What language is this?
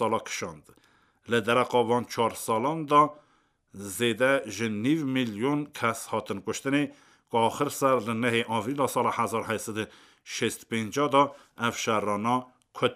Kurdish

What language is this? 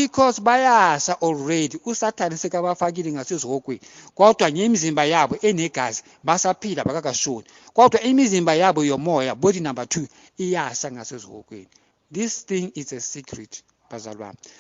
Zulu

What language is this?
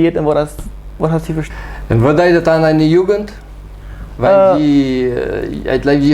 Plautdietsch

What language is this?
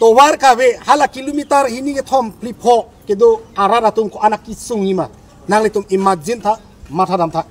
Karbi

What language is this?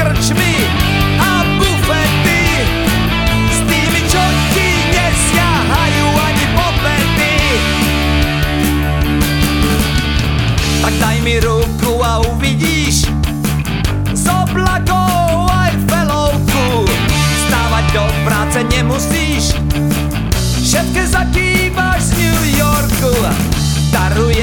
Slovak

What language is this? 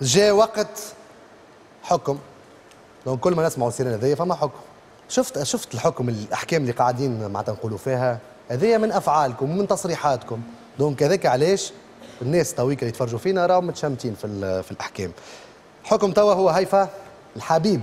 Tunisian Arabic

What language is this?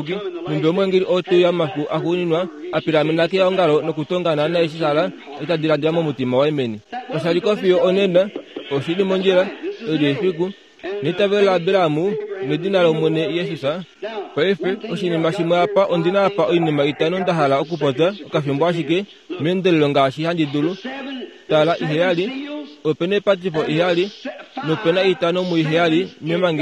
Kuanyama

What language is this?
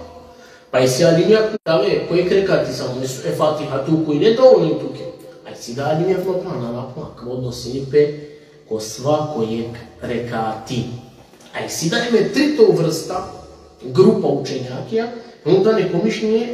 Balkan Romani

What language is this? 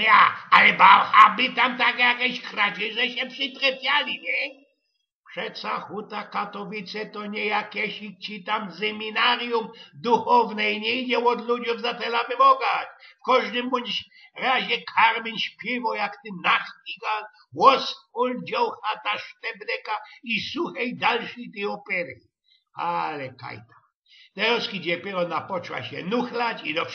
Silesian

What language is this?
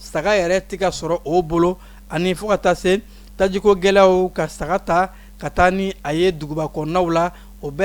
Bambara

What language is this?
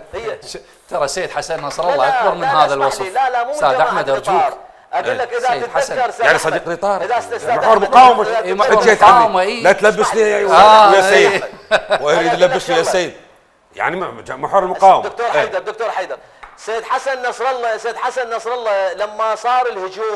Mesopotamian Arabic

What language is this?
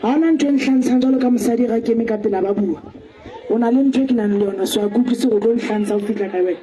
Southern Sotho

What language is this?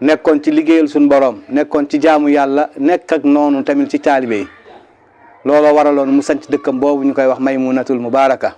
Wolof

